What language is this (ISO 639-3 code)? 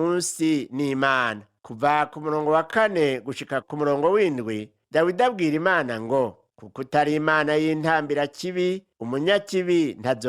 run